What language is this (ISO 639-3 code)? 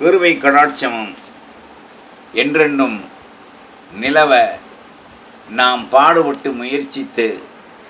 tam